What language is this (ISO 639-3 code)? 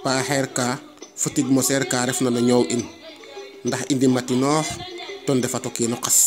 srr